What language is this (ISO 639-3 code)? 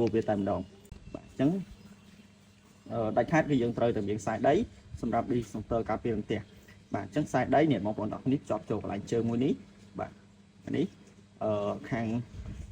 khm